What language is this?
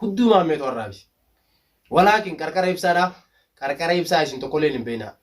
Oromo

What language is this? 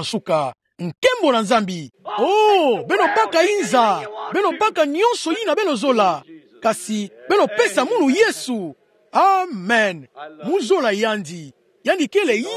Kituba (Democratic Republic of Congo)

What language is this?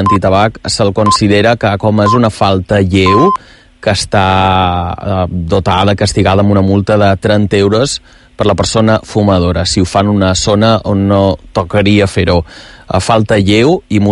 Catalan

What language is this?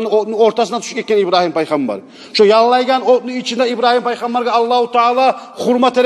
Kumyk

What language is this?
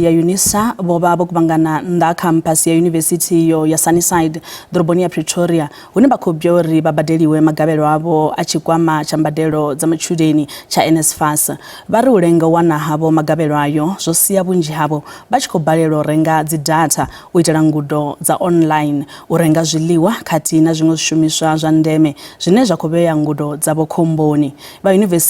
Venda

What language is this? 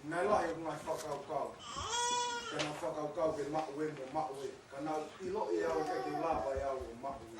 Tongan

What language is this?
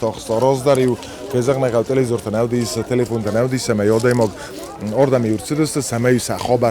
Ossetic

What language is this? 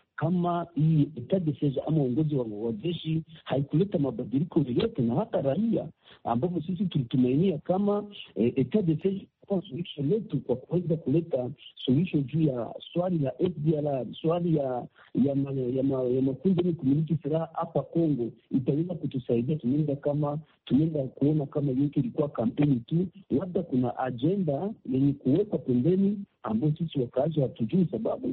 Swahili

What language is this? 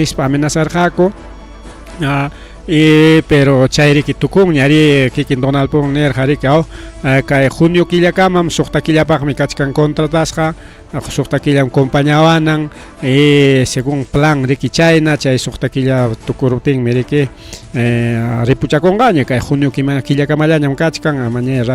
Ayacucho Quechua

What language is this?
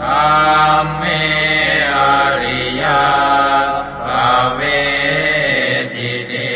Pali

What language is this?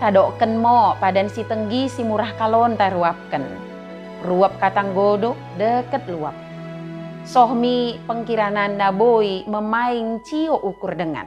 Batak Dairi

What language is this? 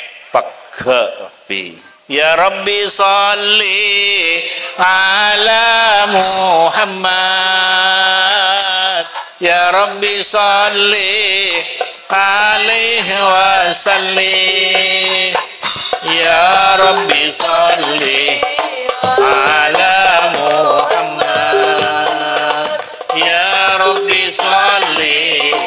Madurese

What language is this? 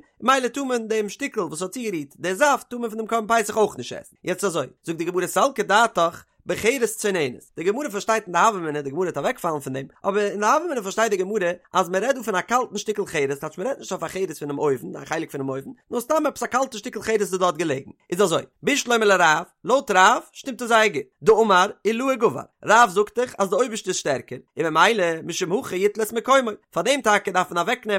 Yiddish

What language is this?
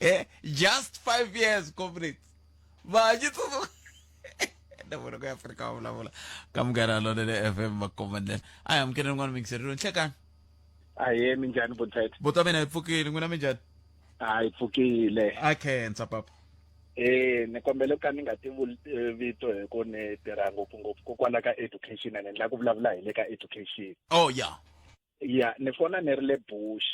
Tsonga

